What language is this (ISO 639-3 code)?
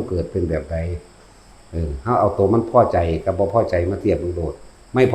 tts